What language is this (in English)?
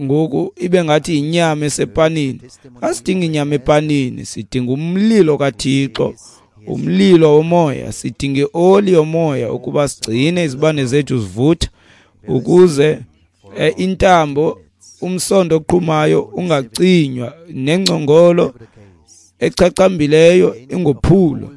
Xhosa